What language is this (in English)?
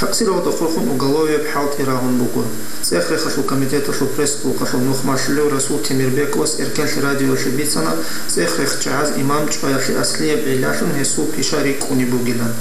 Avaric